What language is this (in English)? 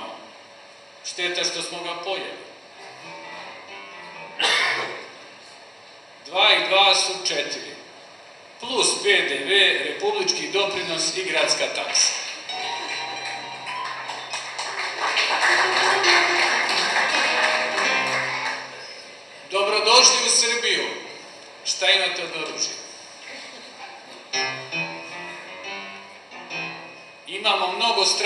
Serbian